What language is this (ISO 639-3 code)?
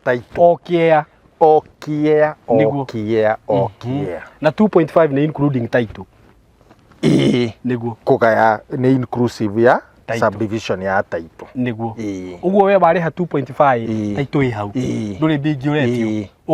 kik